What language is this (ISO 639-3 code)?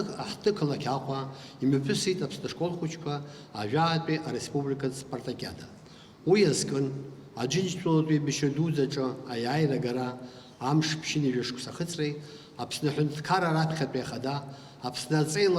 abk